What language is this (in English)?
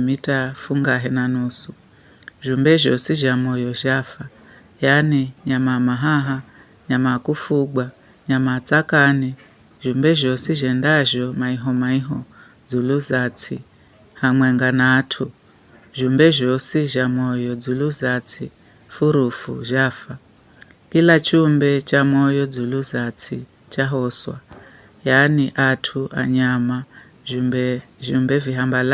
Giryama